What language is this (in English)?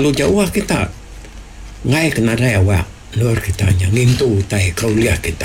Iban